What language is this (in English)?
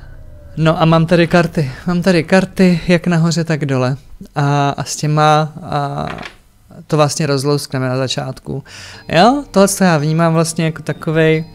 Czech